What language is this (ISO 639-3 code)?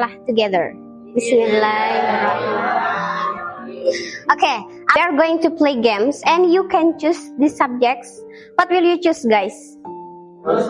mad